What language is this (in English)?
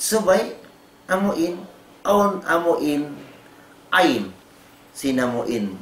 Tausug